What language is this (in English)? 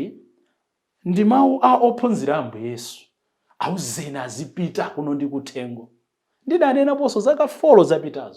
Nyanja